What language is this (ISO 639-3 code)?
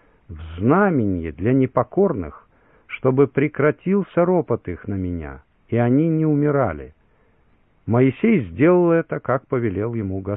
rus